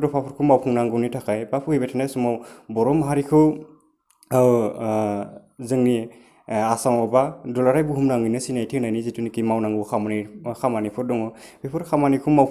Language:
Bodo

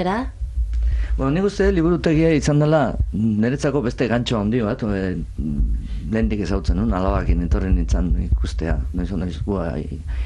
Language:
Basque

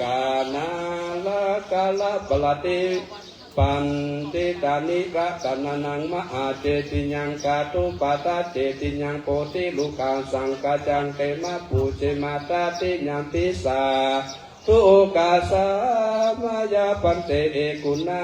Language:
Pali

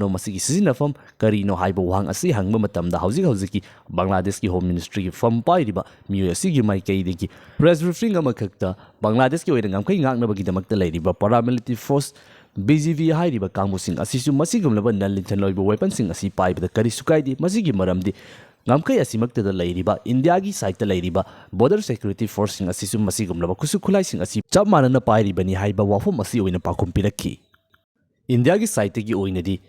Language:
Manipuri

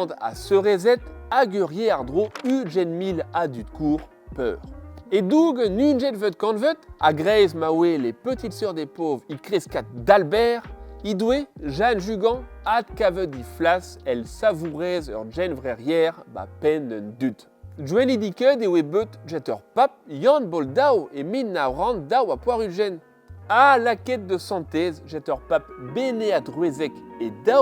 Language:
Breton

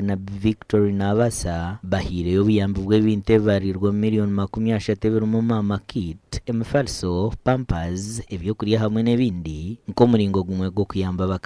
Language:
Nyankole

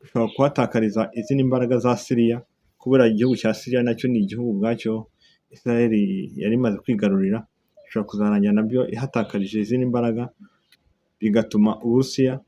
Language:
Kinyarwanda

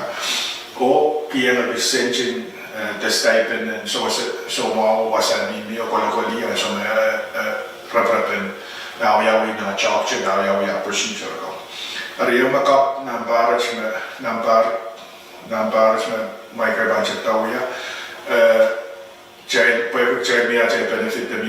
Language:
Pohnpeian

